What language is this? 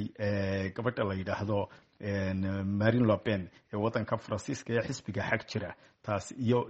Somali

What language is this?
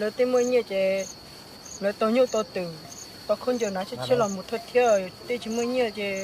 Hmong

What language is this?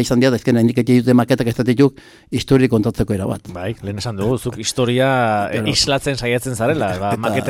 Basque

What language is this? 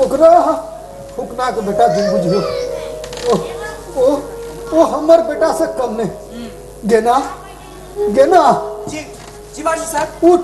Maithili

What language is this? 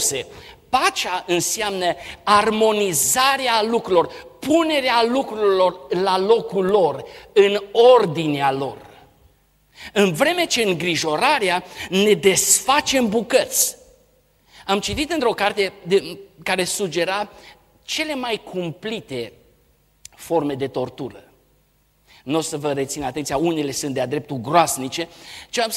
Romanian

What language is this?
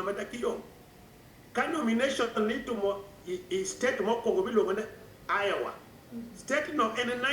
Luo (Kenya and Tanzania)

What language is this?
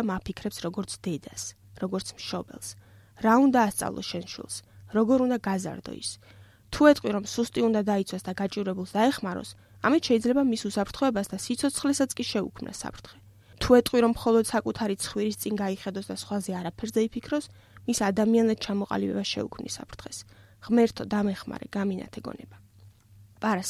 Georgian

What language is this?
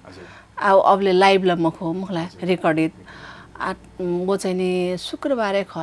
Newari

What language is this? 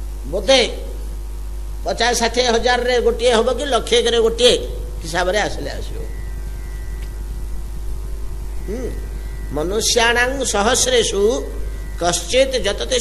Odia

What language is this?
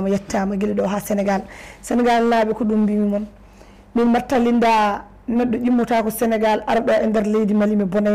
Fula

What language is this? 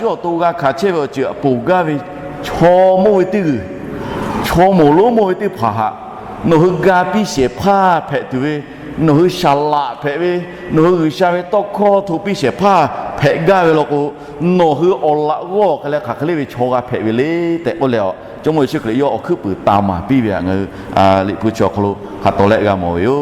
Lahu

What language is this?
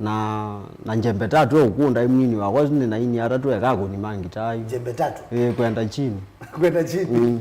Kamba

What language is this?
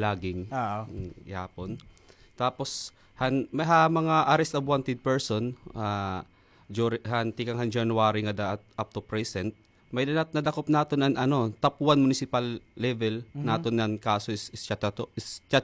Waray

